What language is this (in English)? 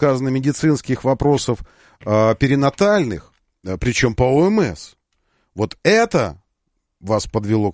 Russian